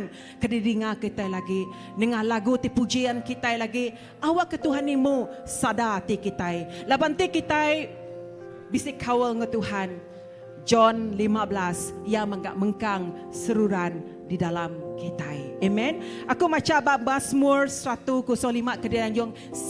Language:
Iban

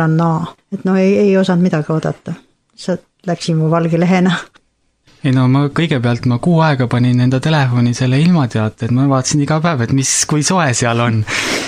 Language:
Estonian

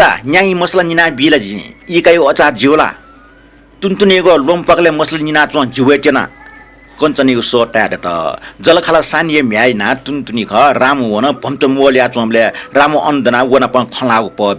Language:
Newari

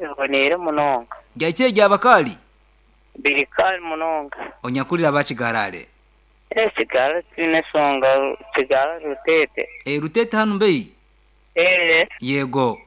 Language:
Nyankole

